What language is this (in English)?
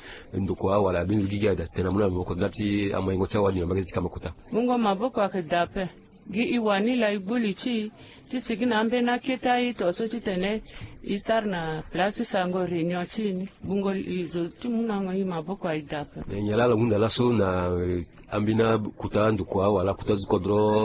Sango